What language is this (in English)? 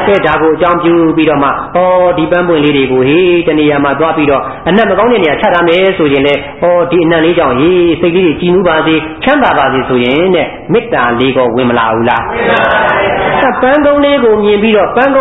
Burmese